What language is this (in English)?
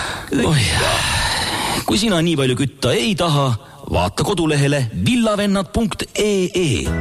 Estonian